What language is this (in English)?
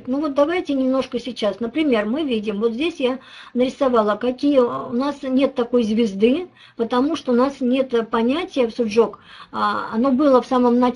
Russian